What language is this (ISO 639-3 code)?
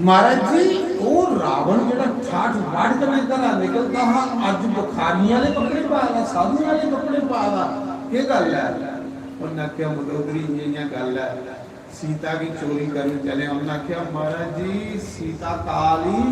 doi